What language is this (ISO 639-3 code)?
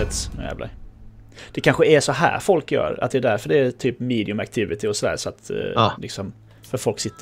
swe